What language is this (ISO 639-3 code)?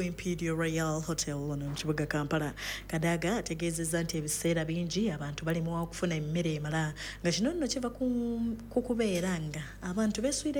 lug